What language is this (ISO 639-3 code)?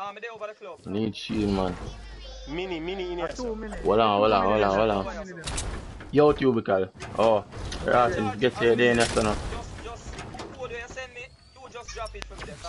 jam